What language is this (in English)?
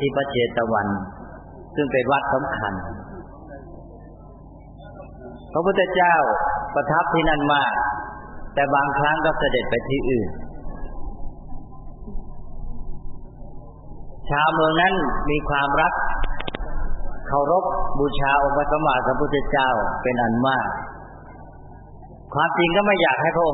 Thai